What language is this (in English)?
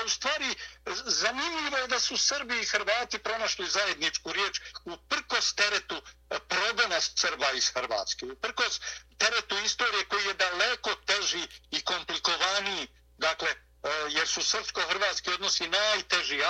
Bosnian